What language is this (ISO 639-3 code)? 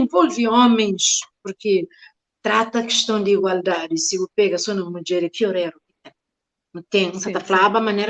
kea